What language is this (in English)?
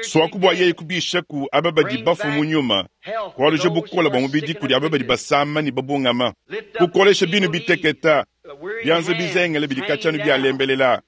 Luba-Lulua